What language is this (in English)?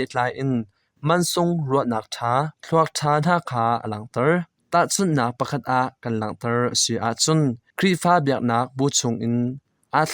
Hakha Chin